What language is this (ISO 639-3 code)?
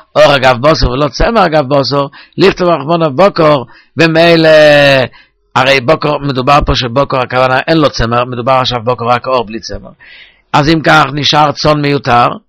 heb